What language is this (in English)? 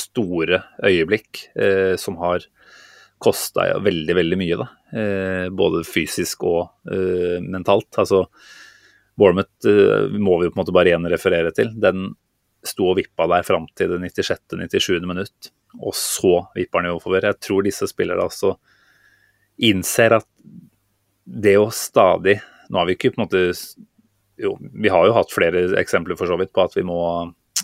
Norwegian